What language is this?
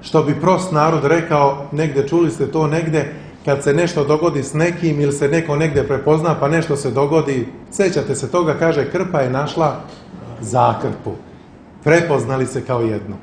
Serbian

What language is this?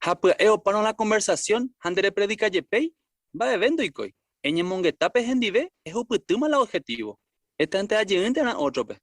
Guarani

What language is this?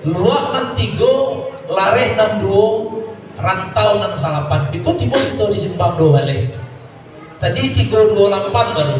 Minangkabau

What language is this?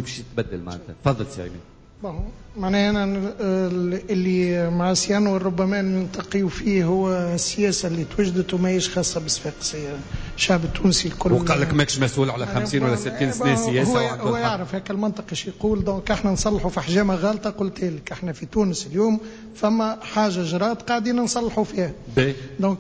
Tunisian Arabic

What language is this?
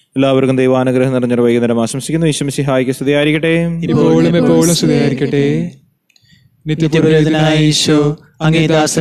Malayalam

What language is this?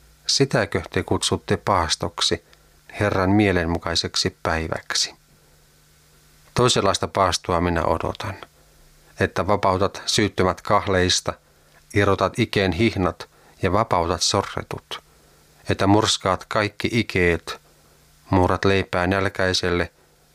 Finnish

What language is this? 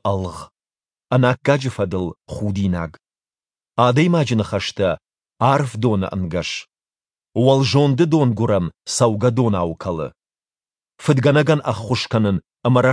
Ossetic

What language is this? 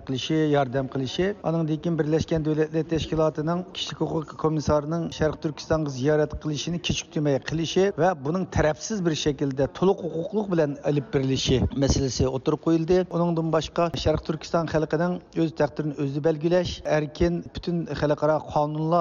Uyghur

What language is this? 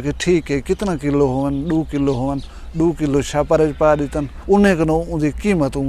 Saraiki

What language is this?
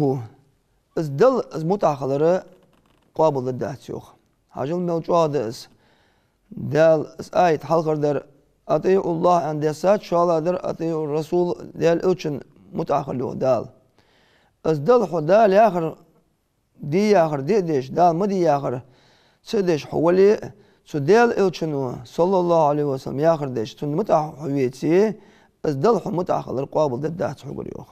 Ingush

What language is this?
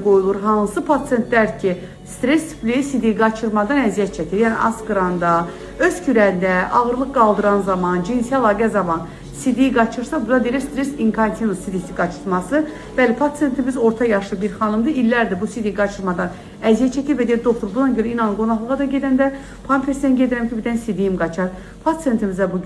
Azerbaijani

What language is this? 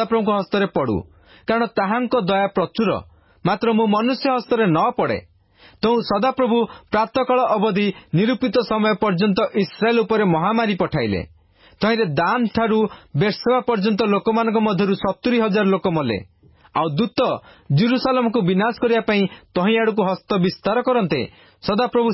Odia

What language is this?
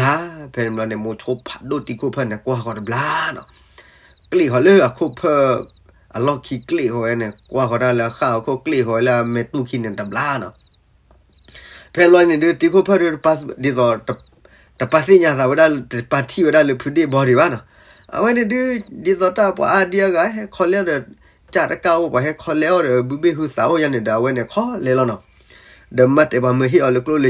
S'gaw Karen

